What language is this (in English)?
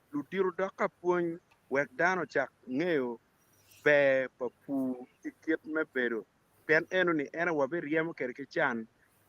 Acoli